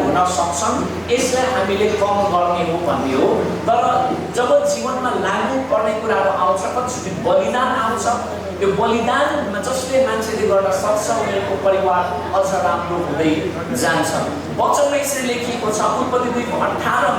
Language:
Nepali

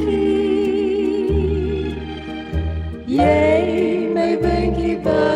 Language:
Afrikaans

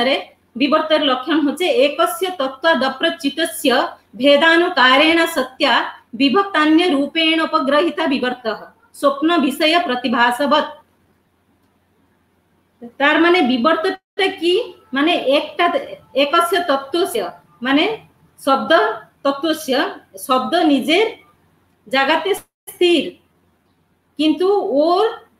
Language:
Bangla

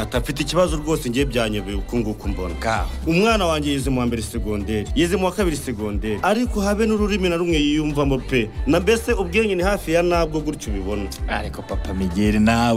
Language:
Kinyarwanda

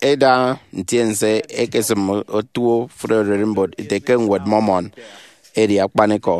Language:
Efik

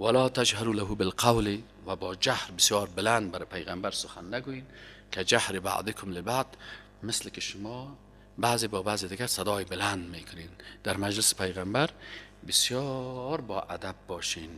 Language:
Persian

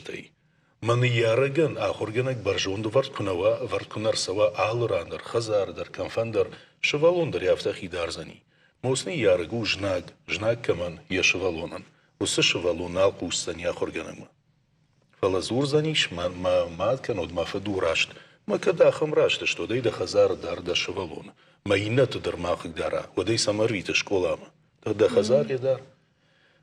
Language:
Ossetic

